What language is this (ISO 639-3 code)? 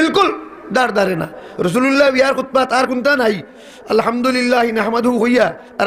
syl